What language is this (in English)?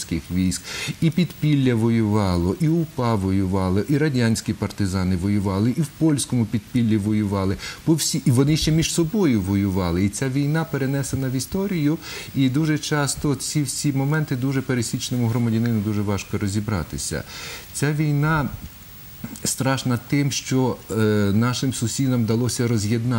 Ukrainian